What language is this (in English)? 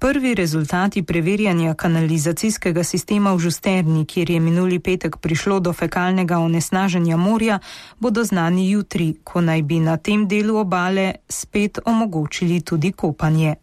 Slovenian